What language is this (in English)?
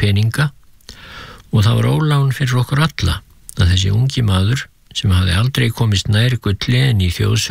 Icelandic